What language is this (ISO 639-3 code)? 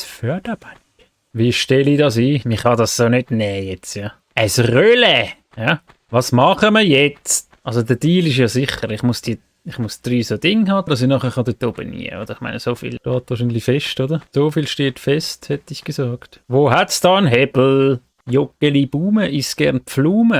gsw